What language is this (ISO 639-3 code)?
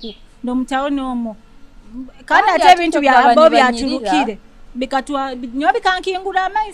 nyo